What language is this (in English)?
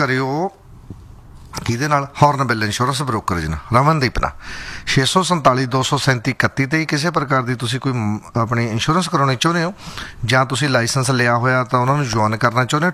Punjabi